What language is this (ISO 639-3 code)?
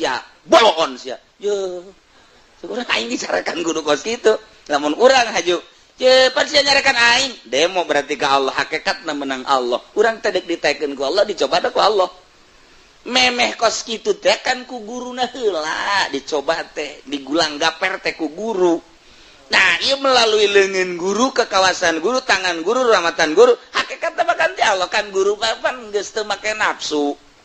sun